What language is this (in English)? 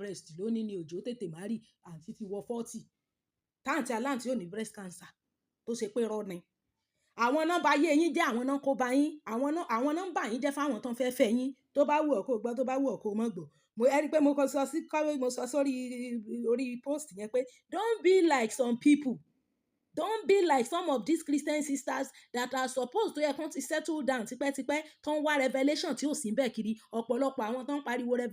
Yoruba